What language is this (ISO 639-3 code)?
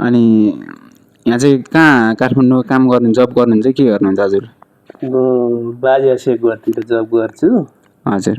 nep